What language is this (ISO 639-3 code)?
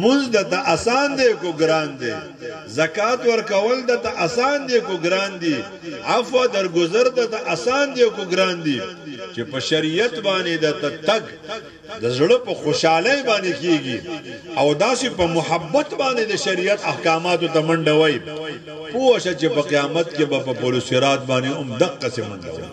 pus